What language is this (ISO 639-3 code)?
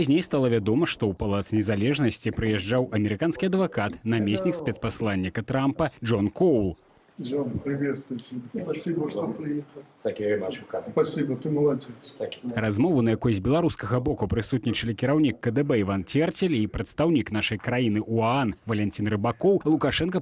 bel